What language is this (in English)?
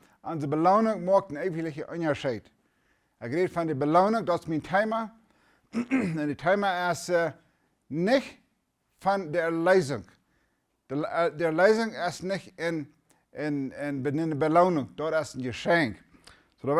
Plautdietsch